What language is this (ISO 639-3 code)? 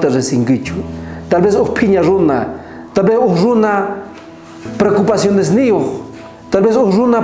quh